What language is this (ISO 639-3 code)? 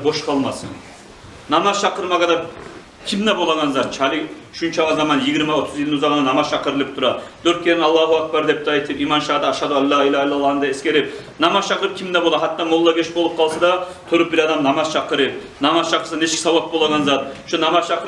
kum